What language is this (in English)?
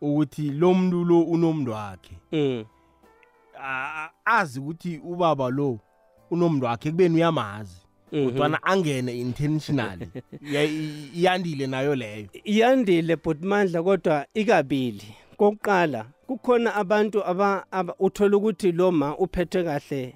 South Ndebele